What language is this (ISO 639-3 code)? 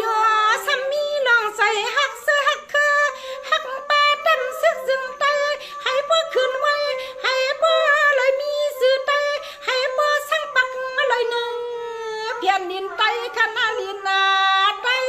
shn